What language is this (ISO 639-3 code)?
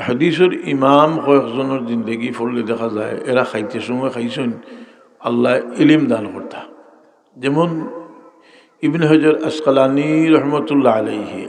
syl